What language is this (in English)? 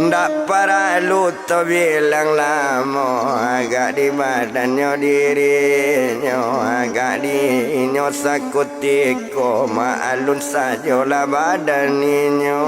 Minangkabau